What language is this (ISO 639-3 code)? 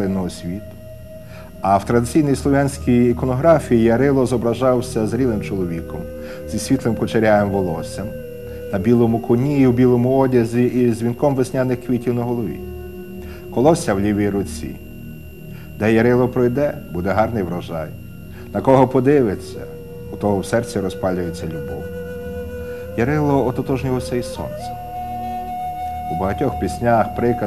ukr